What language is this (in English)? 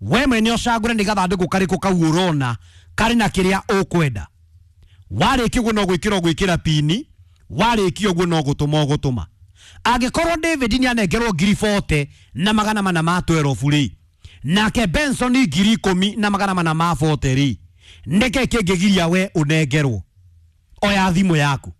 Kikuyu